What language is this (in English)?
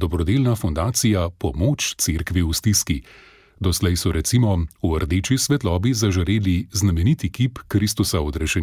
Slovenian